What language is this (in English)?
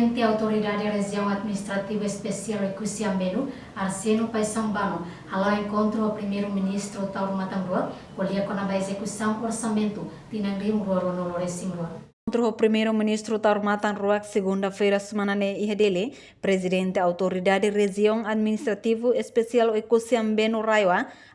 Tetum